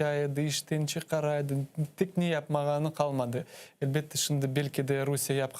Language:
Crimean Tatar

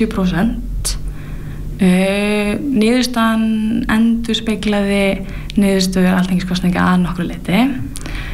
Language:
Icelandic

